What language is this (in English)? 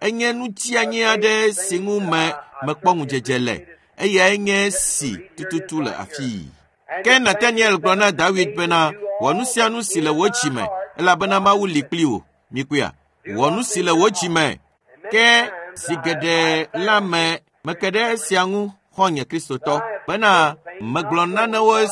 Ewe